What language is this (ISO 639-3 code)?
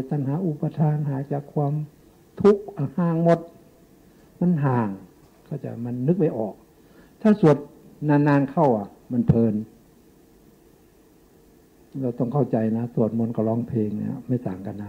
tha